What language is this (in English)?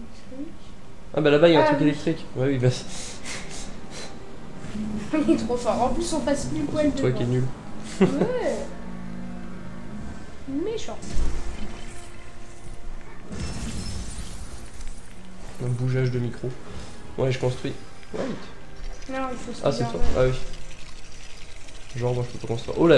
French